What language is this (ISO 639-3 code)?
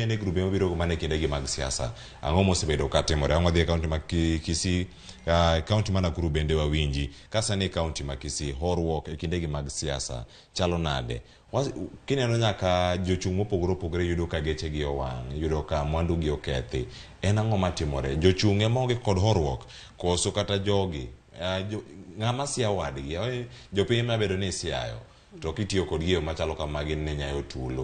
luo